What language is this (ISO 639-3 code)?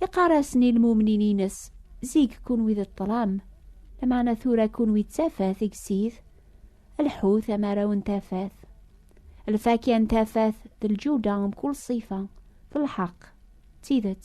kab